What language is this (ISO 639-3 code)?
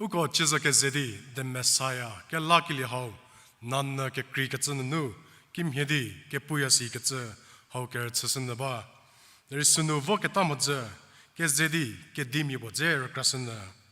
njm